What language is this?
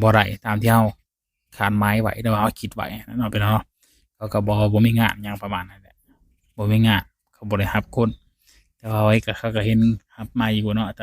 Lao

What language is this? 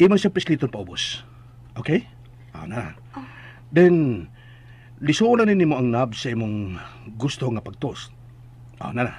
Cebuano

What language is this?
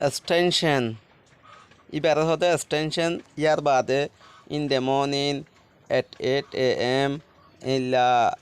Rohingya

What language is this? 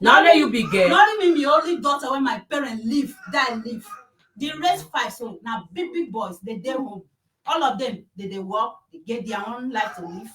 Nigerian Pidgin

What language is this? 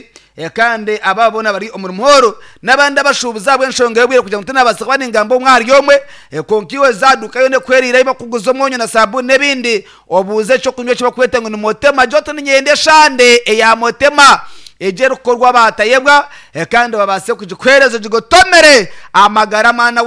Nyankole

